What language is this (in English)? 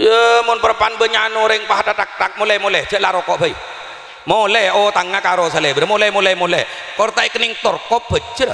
Madurese